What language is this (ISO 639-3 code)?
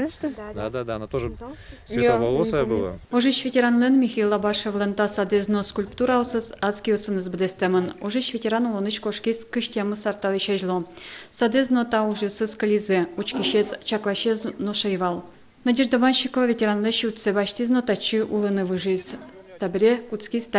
udm